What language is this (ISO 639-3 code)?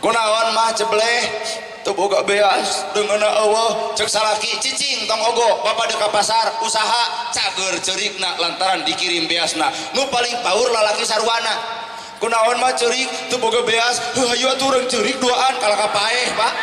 sun